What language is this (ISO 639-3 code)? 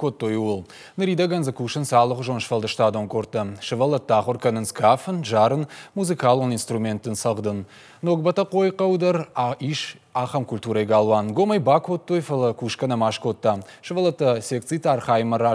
oss